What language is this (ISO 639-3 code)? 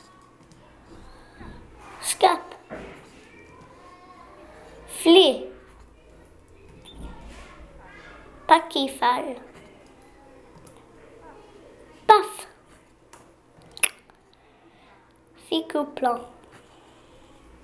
fra